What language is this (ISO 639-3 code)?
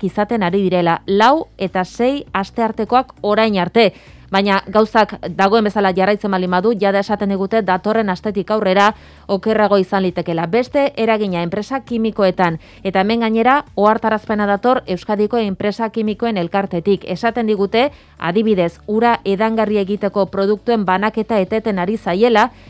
eus